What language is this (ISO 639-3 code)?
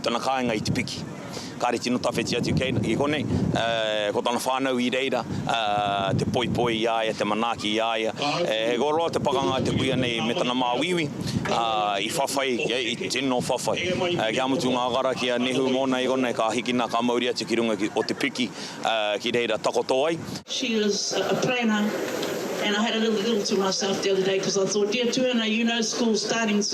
mri